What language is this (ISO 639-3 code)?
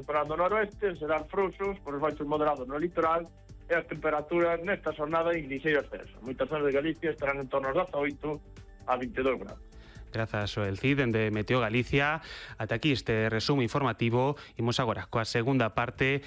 glg